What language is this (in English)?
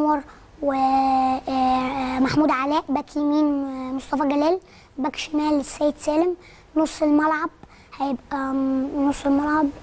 Egyptian Arabic